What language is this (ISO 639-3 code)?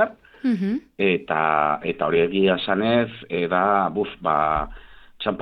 eus